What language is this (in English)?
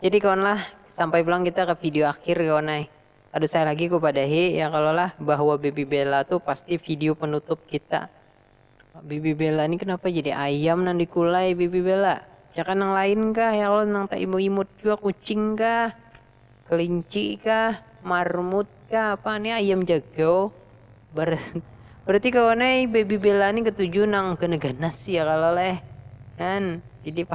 Banjar